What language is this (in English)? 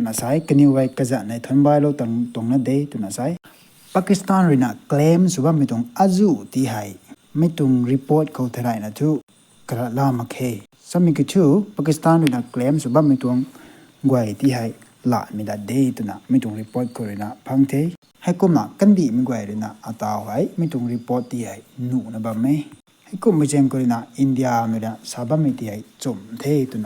Rongmei Naga